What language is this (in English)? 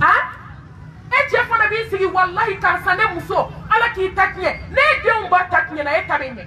Bambara